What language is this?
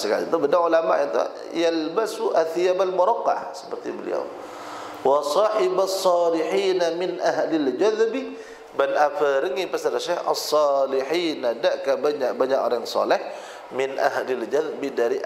Madurese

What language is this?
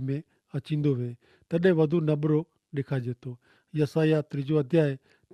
Kachhi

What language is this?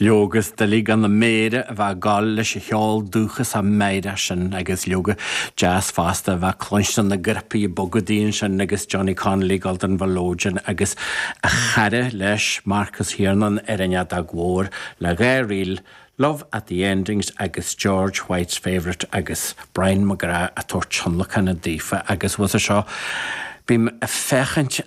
Irish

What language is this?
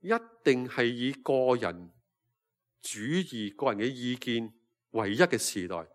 Cantonese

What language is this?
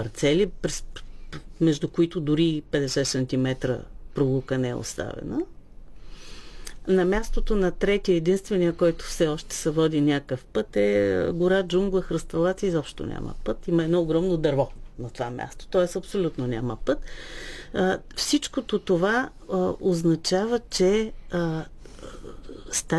Bulgarian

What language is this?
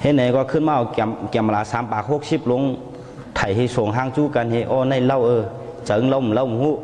Shan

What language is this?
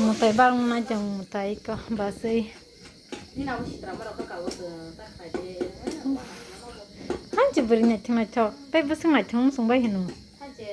Kok Borok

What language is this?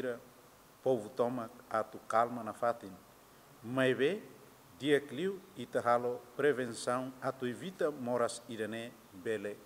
Tetum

